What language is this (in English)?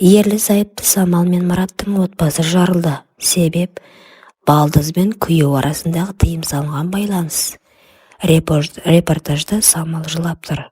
Kazakh